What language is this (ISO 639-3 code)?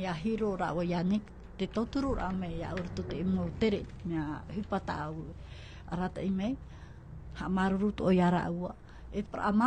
tah